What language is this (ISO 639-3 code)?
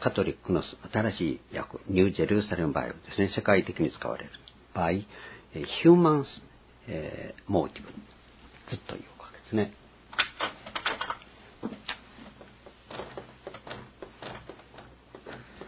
jpn